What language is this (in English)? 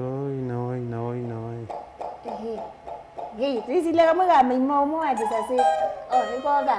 Kamba